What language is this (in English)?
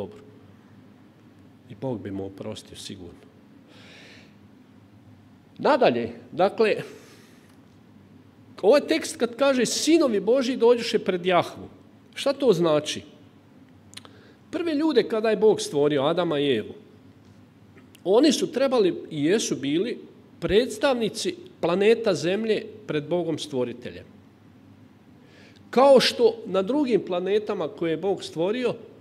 Croatian